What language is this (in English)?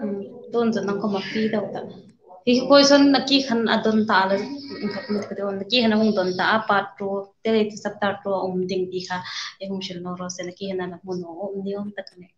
Hmar